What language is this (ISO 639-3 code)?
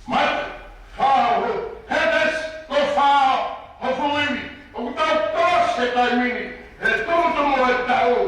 ton